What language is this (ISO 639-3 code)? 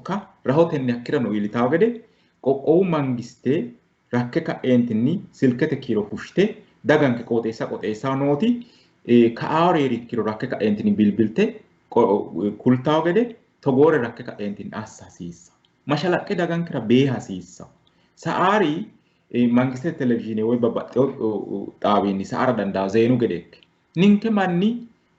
sid